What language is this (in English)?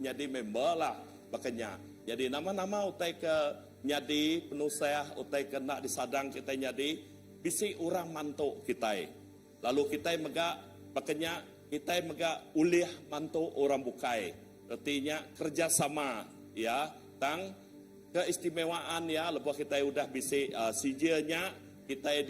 Iban